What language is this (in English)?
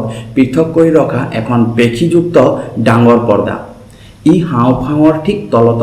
Assamese